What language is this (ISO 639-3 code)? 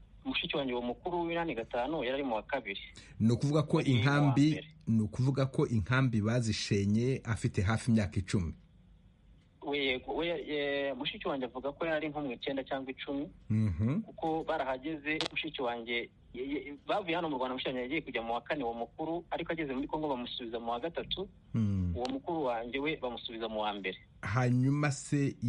kin